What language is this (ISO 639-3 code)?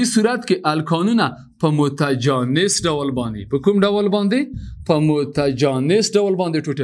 pus